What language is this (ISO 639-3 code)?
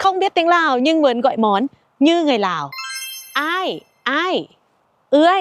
lao